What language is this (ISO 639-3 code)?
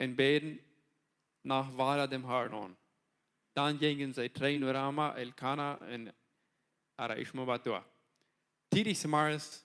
pdt